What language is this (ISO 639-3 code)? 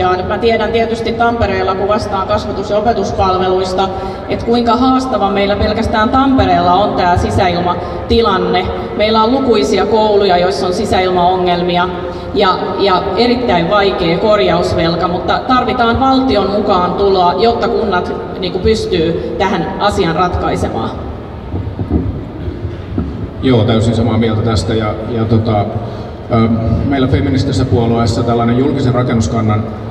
fin